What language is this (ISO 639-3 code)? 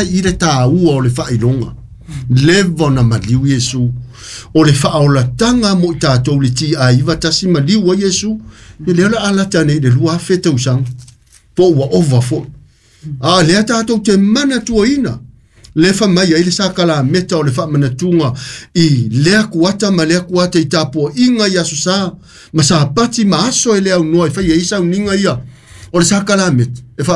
smo